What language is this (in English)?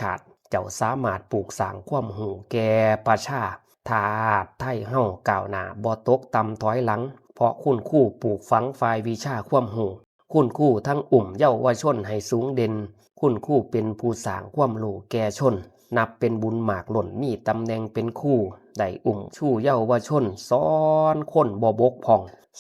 Lao